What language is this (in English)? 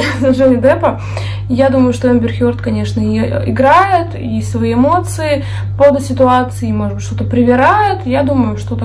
Russian